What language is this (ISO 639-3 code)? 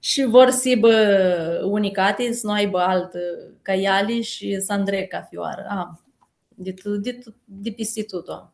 rup